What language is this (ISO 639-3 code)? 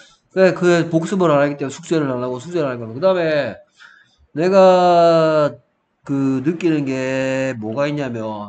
kor